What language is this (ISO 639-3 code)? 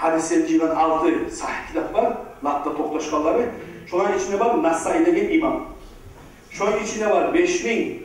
kum